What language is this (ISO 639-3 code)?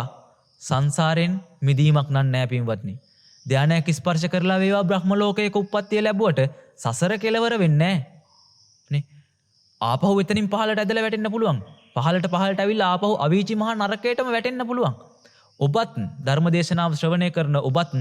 sin